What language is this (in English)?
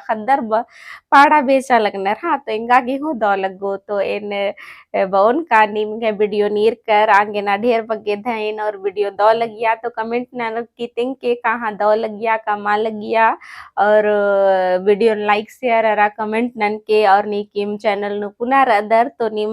Kurukh